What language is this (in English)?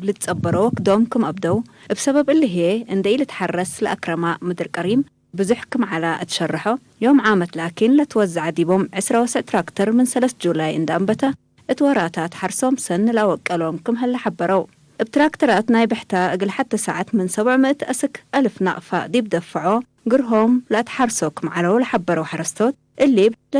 Tigre